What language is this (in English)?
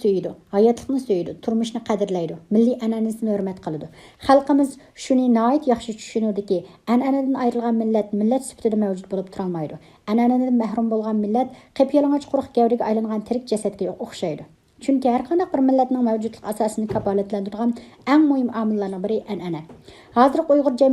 Uyghur